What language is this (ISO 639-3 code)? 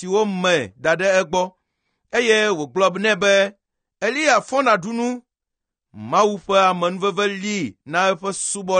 ewe